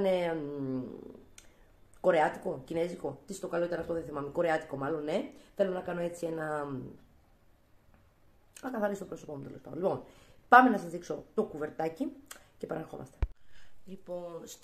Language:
Greek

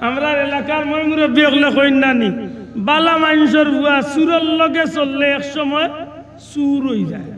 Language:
Sylheti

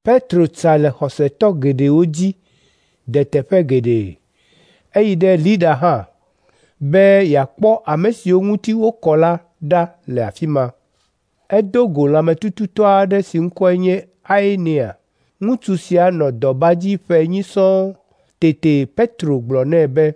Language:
Ewe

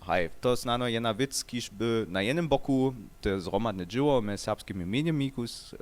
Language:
Upper Sorbian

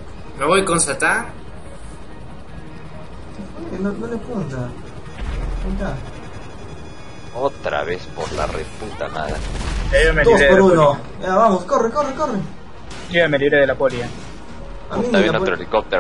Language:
Spanish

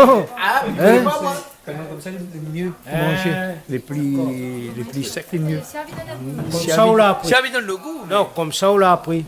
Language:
Réunion Creole French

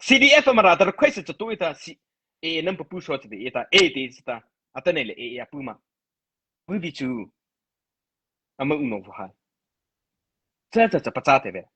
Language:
Mara Chin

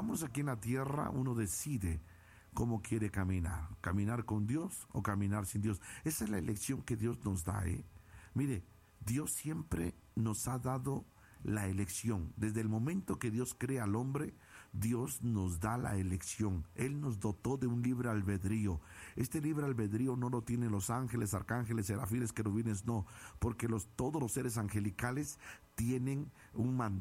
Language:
Spanish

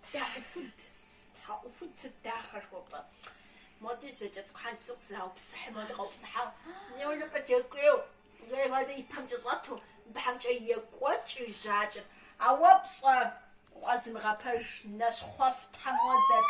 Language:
Kabardian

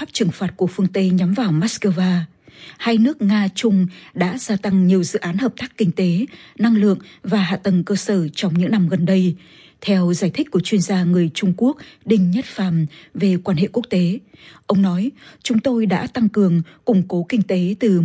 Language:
Vietnamese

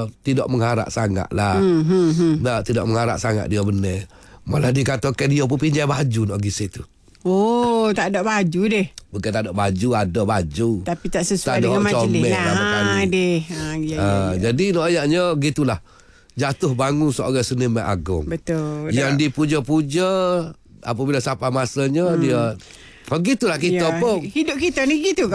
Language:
Malay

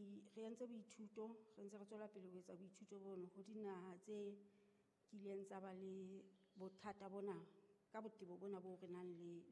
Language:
Southern Sotho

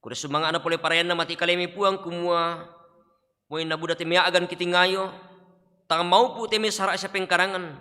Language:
Toraja-Sa'dan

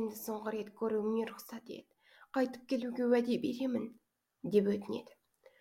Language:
Kazakh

